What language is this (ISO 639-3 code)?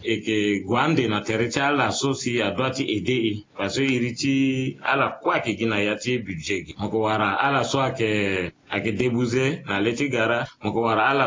sag